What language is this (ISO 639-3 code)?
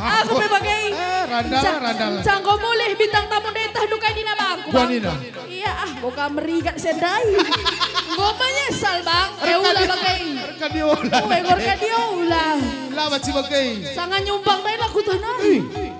btx